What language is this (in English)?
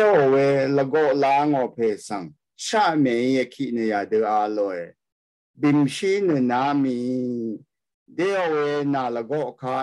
Rawang